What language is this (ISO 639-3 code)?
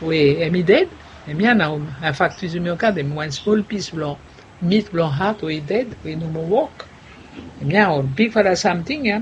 bis